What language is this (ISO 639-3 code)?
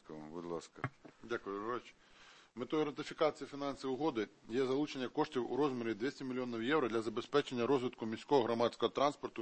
ukr